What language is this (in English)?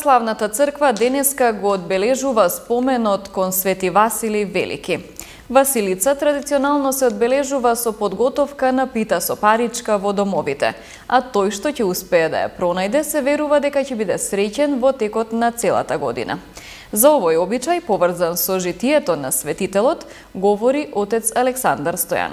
Macedonian